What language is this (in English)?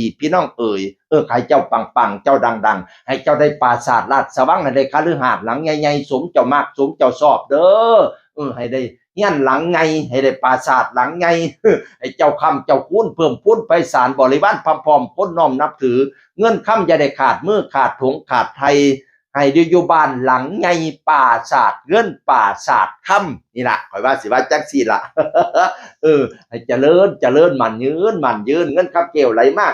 Northeastern Thai